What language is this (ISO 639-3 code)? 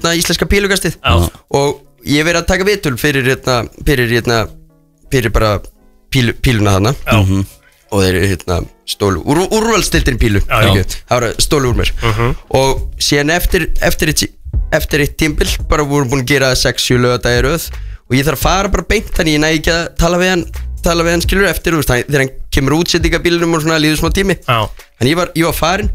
isl